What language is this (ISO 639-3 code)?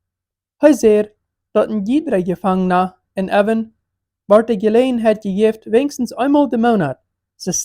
pdt